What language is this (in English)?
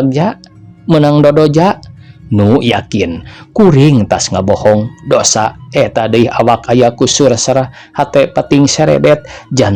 Sundanese